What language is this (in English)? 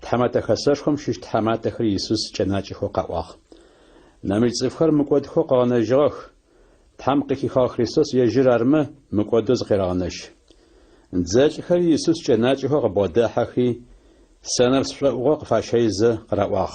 Adyghe